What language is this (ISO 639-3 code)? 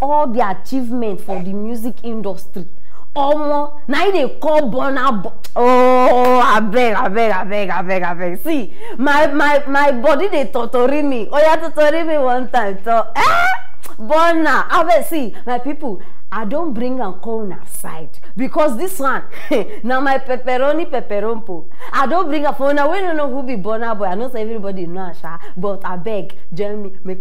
pcm